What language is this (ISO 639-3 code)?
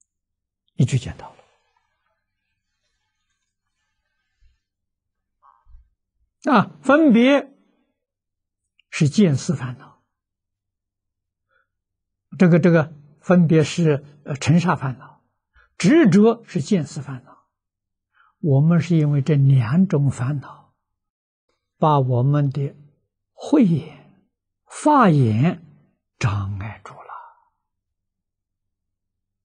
zho